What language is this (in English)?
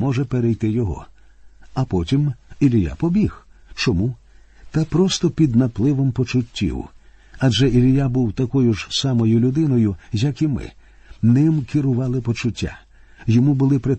Ukrainian